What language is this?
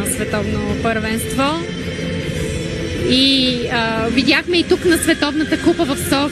Bulgarian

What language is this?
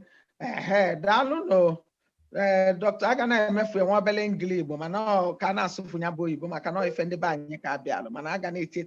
Igbo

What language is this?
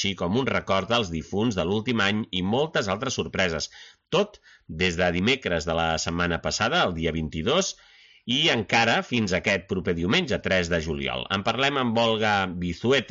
Catalan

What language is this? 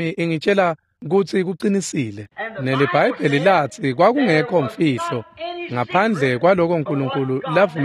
Swati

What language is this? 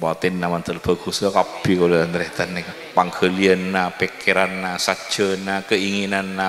Madurese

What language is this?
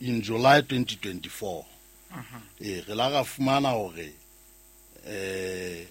Southern Sotho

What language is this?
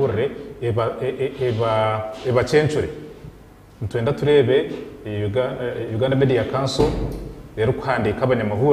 Nyankole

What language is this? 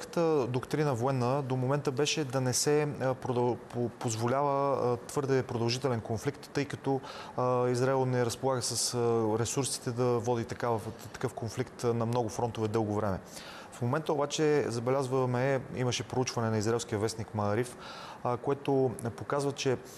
Bulgarian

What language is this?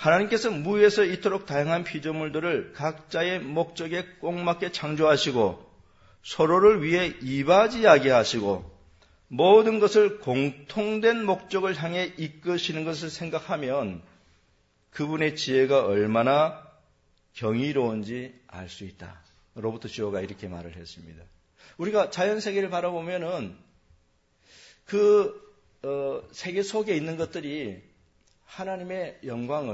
Korean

